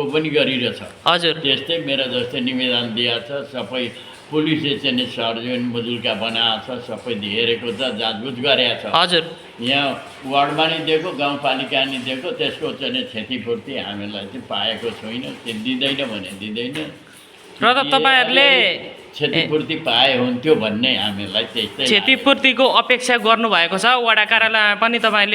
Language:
Nepali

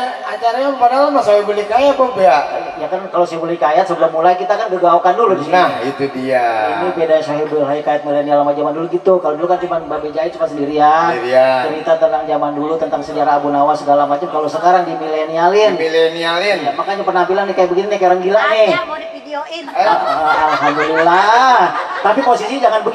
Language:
Betawi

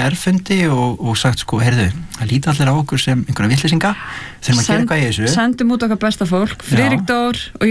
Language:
Icelandic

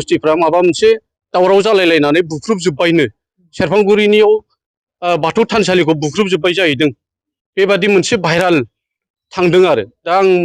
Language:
Bodo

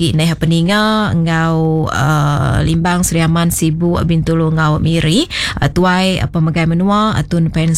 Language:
Iban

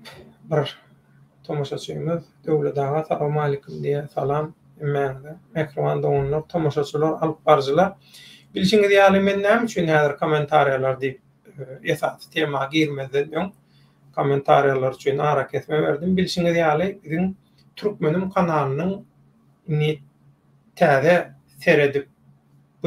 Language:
Turkmen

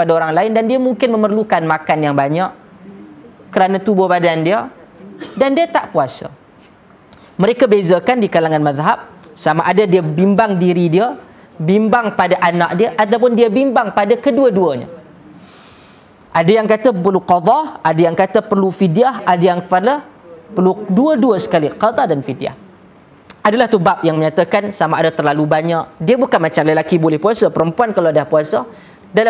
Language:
Malay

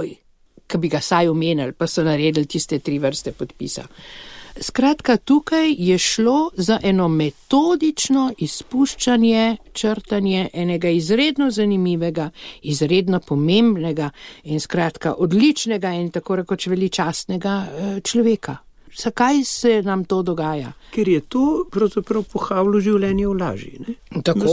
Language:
Slovenian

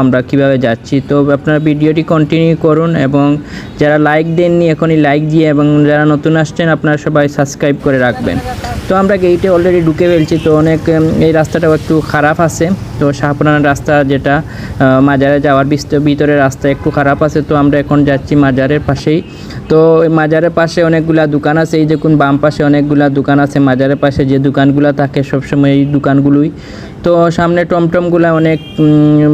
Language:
Sylheti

